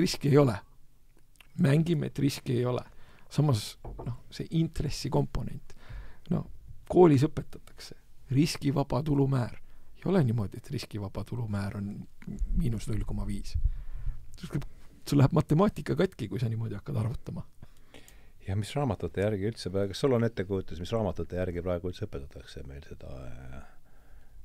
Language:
Estonian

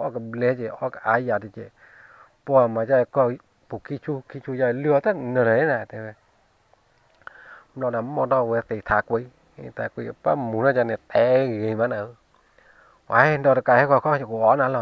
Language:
S'gaw Karen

